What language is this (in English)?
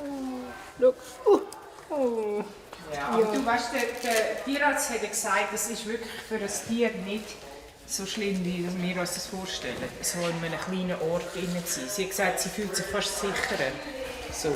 Swiss German